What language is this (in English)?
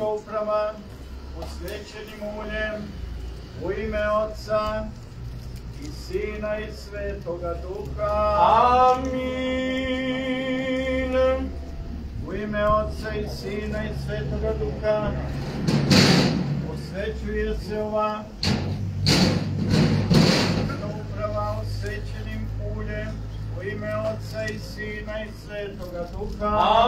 Croatian